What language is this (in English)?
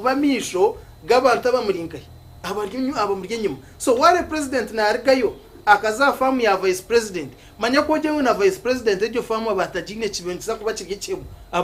Nyankole